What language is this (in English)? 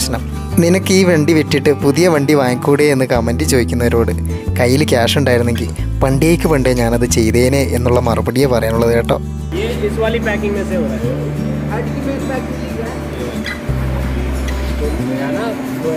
Malayalam